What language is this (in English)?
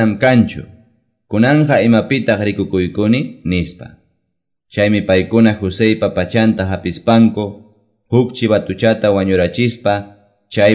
Quechua